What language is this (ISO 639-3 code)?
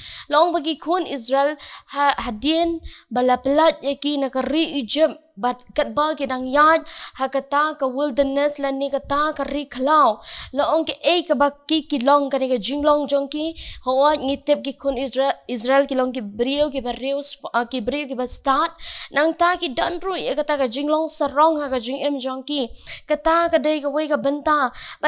kha